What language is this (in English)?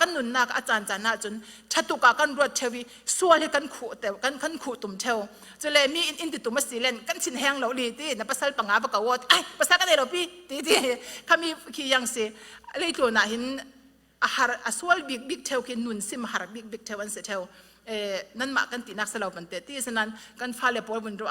Falam Chin